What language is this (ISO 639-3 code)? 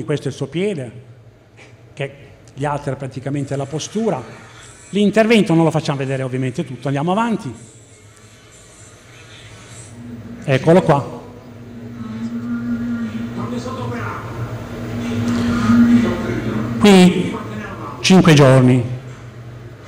ita